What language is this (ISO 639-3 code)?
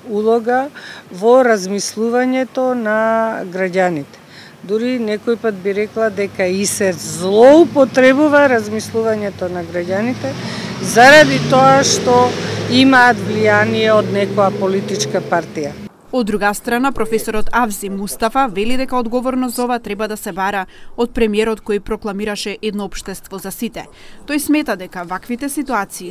mkd